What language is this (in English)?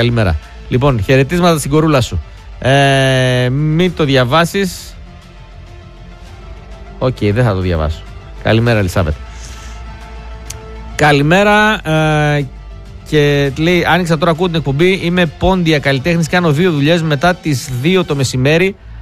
Greek